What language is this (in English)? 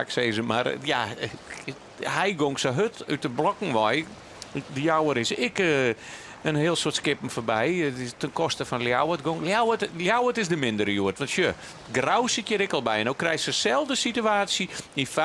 Western Frisian